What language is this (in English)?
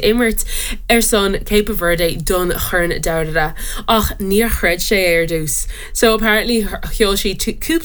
Irish